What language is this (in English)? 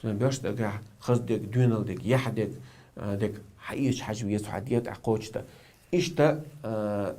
Chechen